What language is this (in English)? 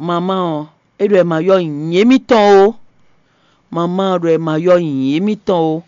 Fon